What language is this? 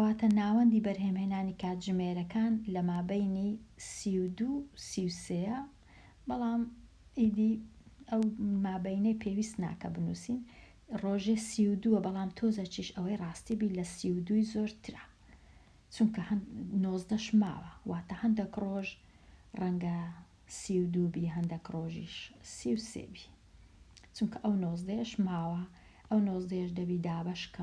Central Kurdish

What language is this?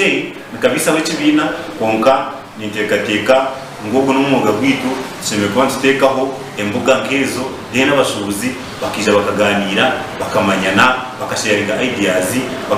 Nyankole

